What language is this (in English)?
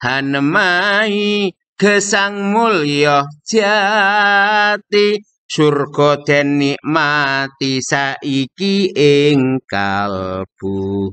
Javanese